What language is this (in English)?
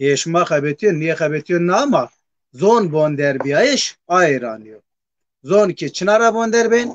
Zaza